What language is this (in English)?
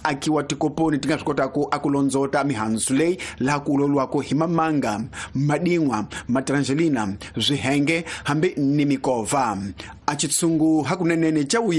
Tsonga